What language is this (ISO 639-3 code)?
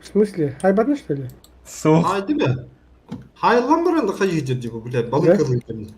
sah